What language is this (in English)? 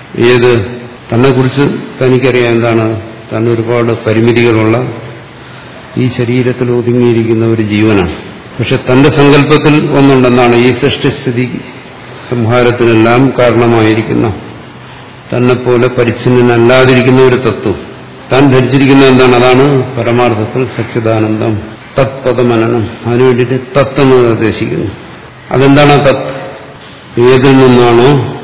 Malayalam